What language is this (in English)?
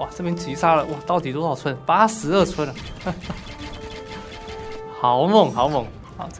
Chinese